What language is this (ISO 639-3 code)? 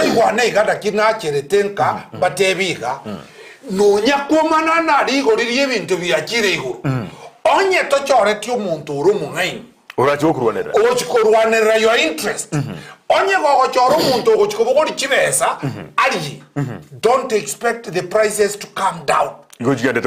guz